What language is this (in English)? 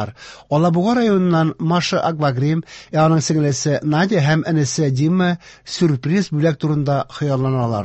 Tatar